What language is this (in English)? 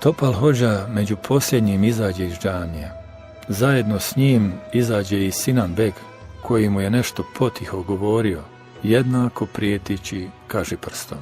Bosnian